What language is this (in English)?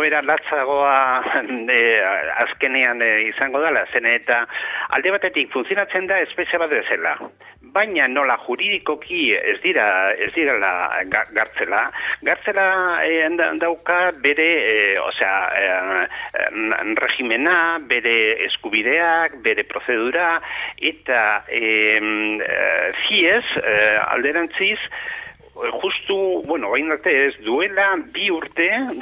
Basque